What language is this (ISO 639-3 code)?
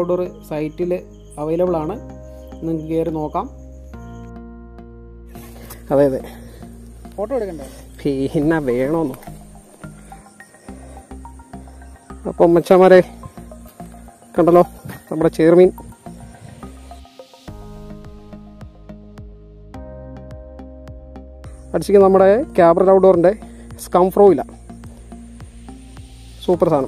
mal